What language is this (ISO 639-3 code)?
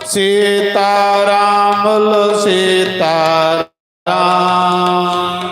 doi